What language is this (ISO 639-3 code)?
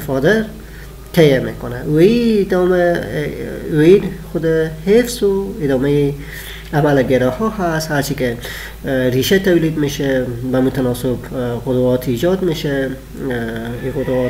fas